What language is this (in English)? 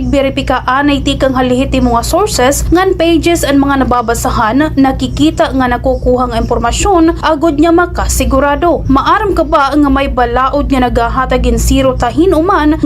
Waray